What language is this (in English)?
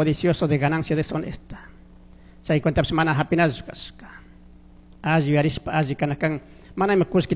Chimborazo Highland Quichua